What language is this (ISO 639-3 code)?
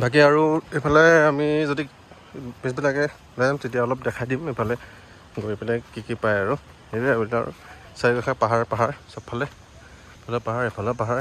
asm